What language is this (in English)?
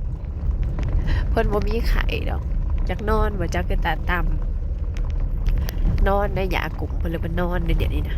Northeastern Thai